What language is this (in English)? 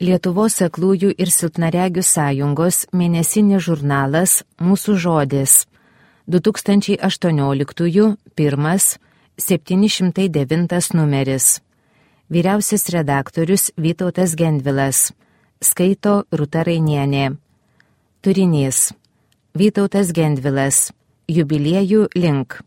Lithuanian